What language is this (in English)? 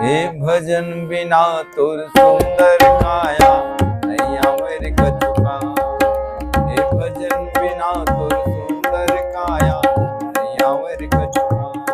Chhattisgarhi